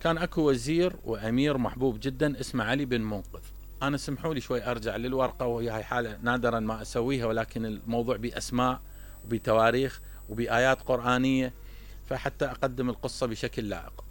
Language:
Mesopotamian Arabic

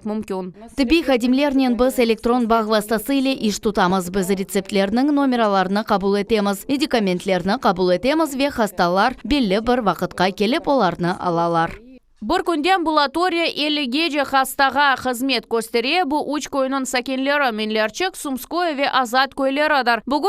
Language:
Crimean Tatar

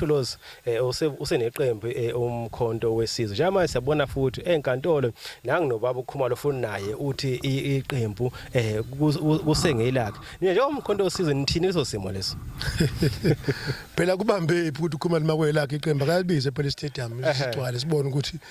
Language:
Zulu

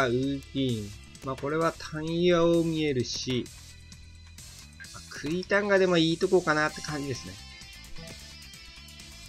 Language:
Japanese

